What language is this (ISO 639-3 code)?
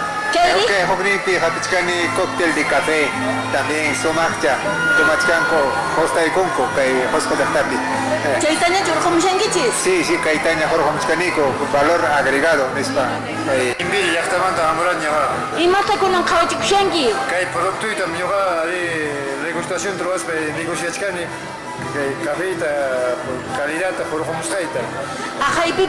que